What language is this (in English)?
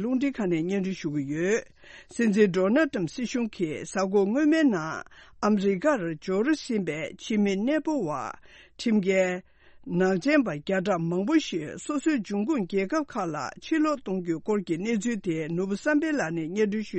Tibetan